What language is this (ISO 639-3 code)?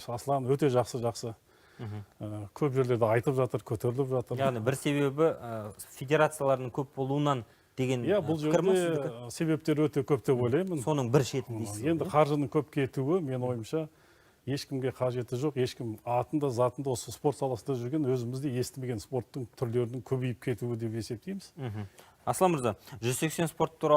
kaz